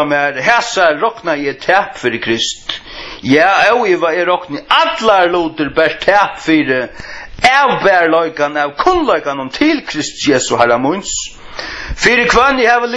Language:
Faroese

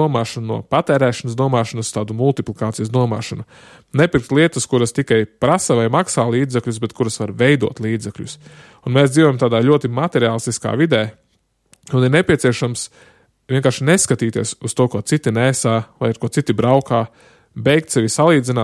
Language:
Latvian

